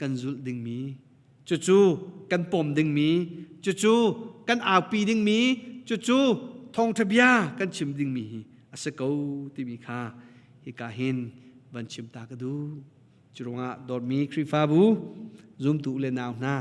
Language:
Hakha Chin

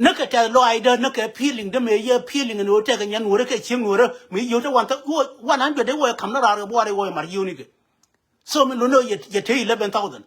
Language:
Nuer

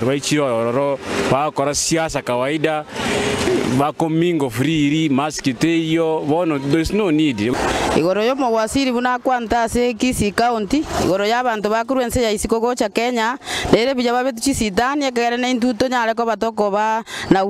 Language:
Gusii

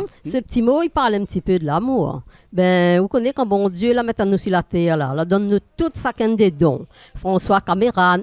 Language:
Réunion Creole French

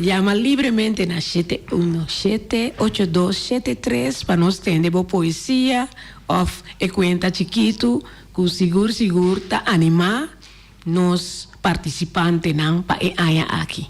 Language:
Papiamento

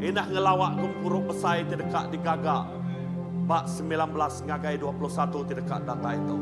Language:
Iban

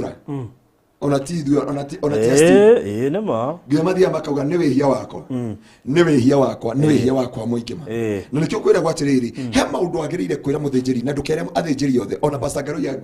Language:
Kikuyu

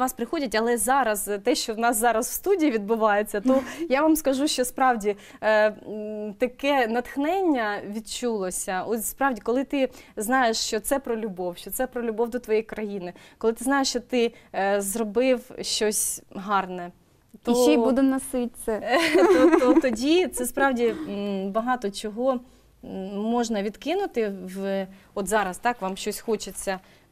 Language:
Ukrainian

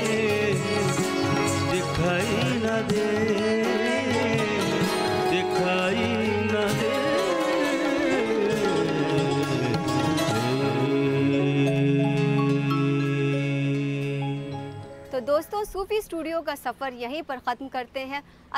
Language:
Hindi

